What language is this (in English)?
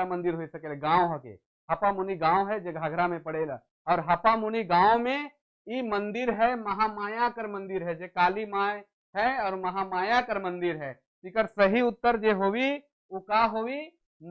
Sadri